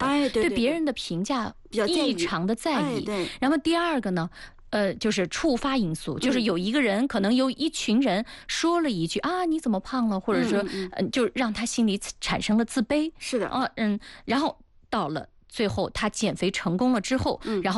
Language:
Chinese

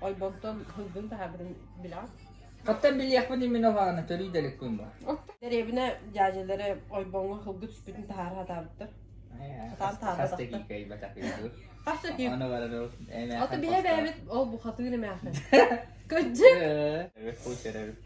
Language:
Yakut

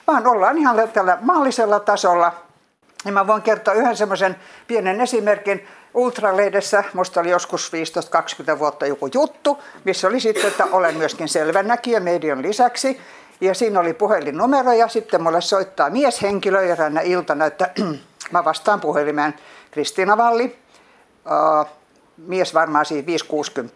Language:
Finnish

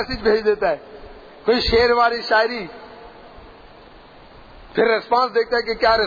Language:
Urdu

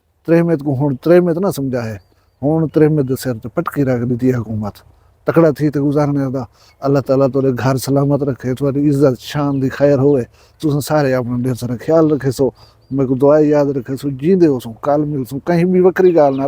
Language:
Saraiki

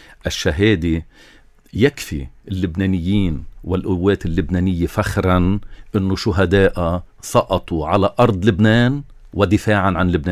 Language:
North Levantine Arabic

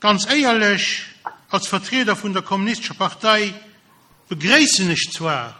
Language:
Luxembourgish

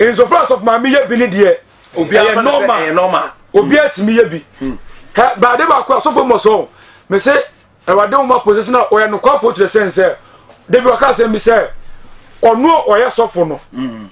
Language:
Akan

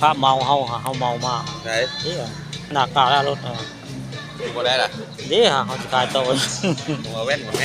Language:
Northeastern Thai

